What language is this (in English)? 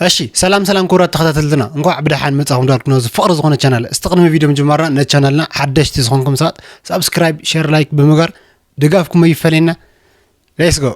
Tigrinya